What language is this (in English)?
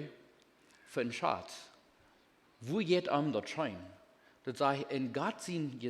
Plautdietsch